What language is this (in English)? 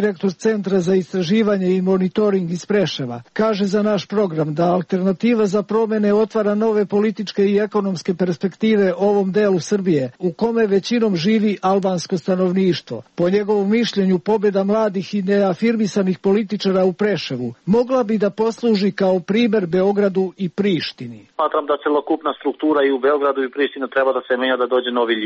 Serbian